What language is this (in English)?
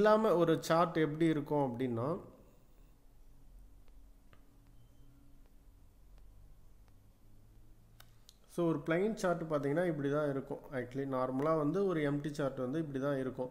Tamil